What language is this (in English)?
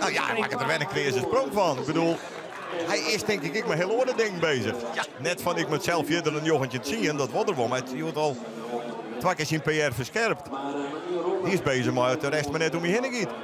Western Frisian